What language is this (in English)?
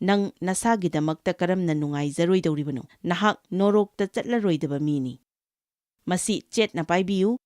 Manipuri